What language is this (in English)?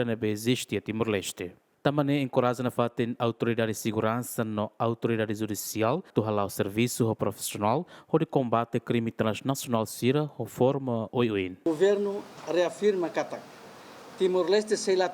Tetum